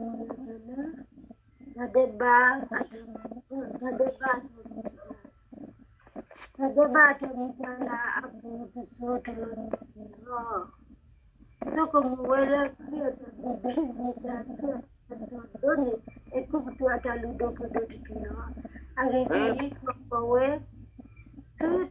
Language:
S'gaw Karen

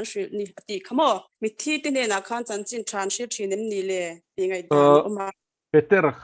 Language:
Mizo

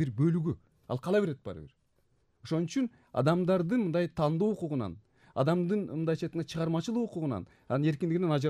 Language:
Kyrgyz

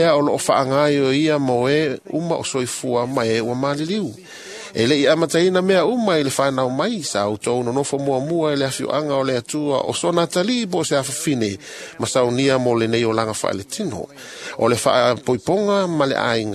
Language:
Samoan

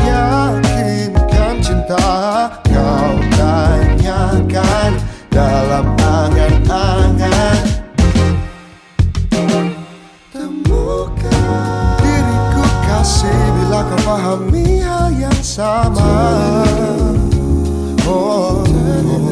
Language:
Indonesian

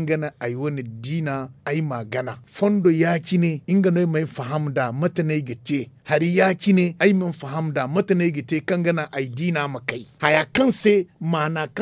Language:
Zarma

